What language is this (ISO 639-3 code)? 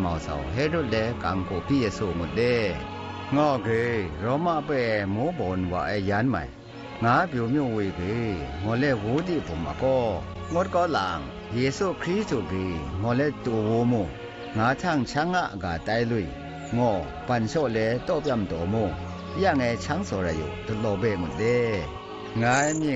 atb